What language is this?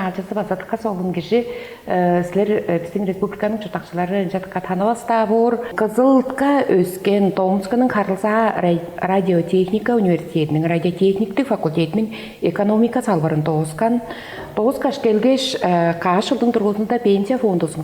Tuvinian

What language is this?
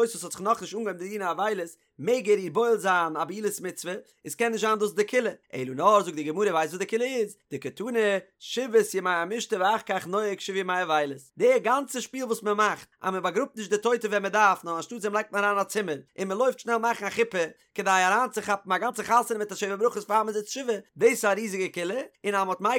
Yiddish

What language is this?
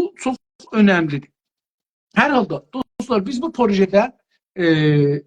South Azerbaijani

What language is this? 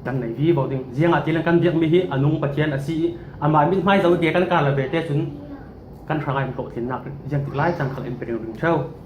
Falam Chin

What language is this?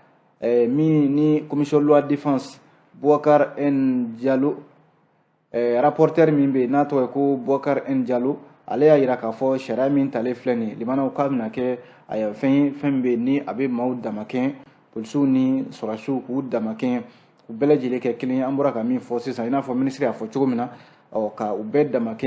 Bambara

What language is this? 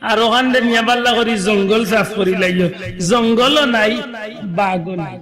Sylheti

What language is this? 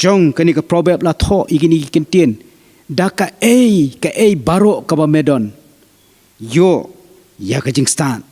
Khasi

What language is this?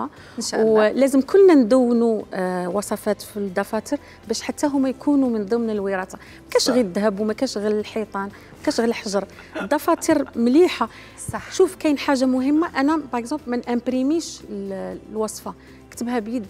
Algerian Arabic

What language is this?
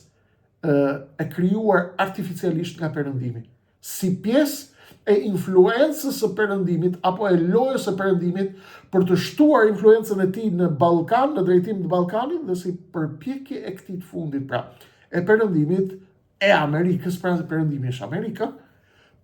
Albanian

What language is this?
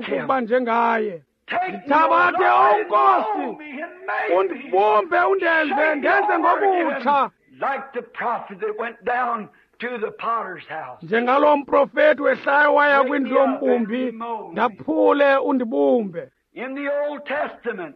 Xhosa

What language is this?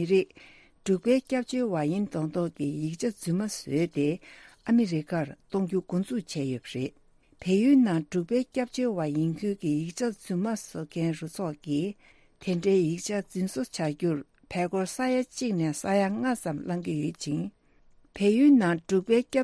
Tibetan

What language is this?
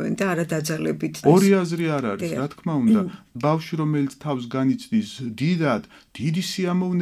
Georgian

